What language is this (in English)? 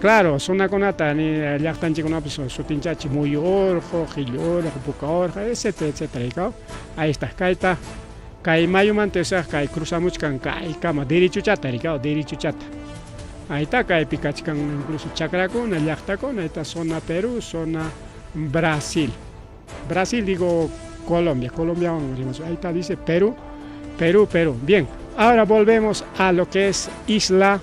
Ayacucho Quechua